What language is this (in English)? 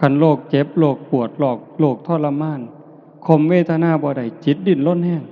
Northeastern Thai